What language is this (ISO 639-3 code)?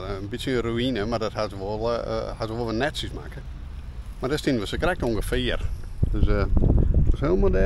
fry